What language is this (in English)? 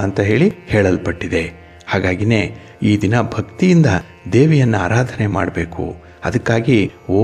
Kannada